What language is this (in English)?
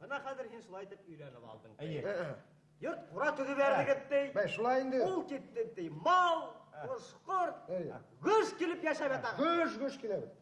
Bashkir